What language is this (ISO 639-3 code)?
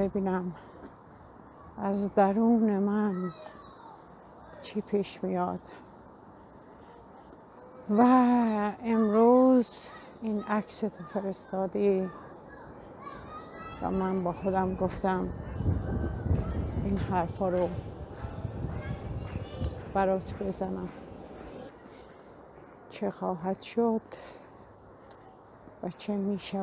fas